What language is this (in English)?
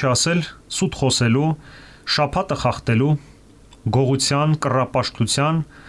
Armenian